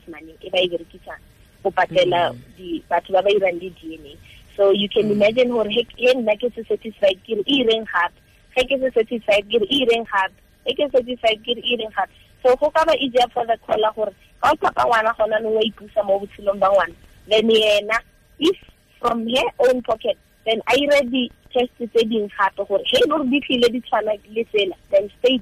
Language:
Tswana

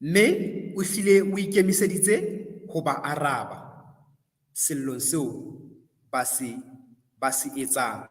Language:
Southern Sotho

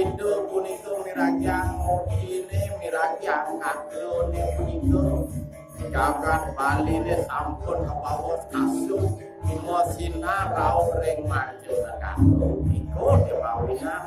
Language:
Balinese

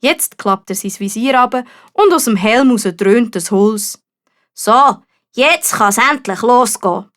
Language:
Swiss German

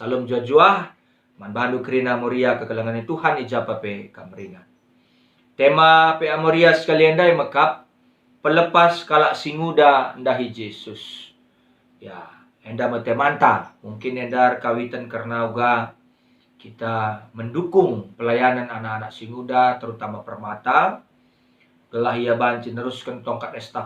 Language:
Batak Karo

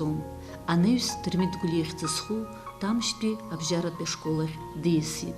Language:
Abkhazian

